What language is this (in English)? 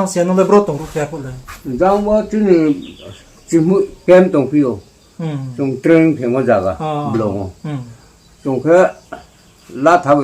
Riang (India)